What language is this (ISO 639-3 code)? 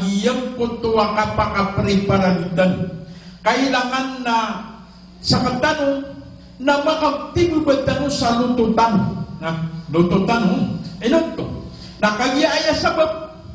mrw